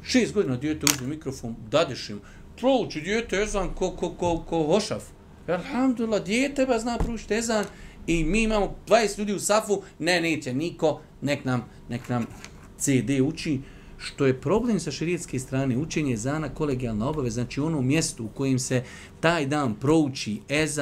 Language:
Bosnian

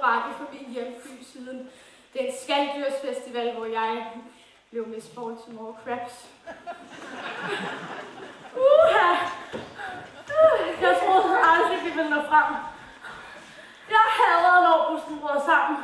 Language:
Danish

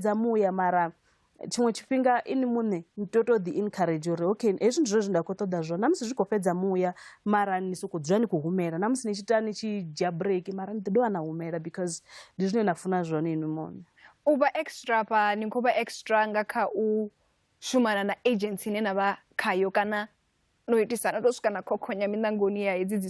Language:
Venda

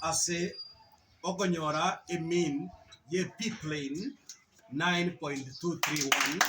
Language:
Gusii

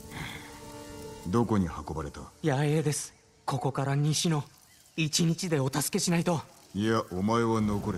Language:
Japanese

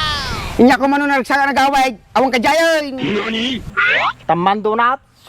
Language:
Iloko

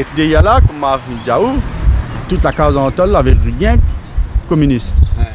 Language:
Réunion Creole French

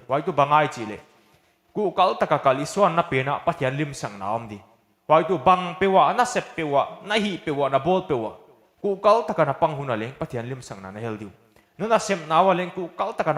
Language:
Paite Chin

